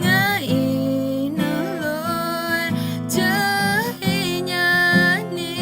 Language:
Akha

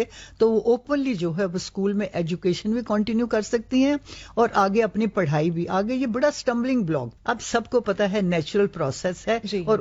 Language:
Urdu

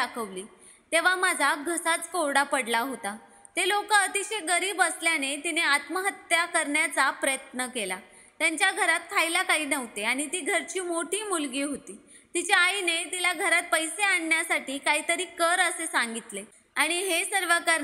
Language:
Marathi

